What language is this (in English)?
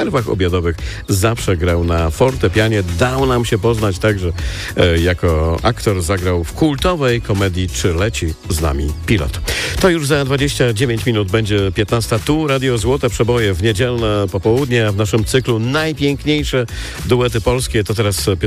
Polish